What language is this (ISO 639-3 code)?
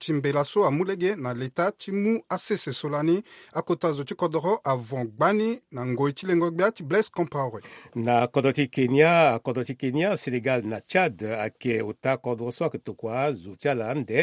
sag